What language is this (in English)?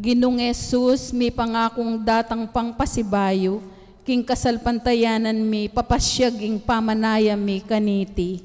Pampanga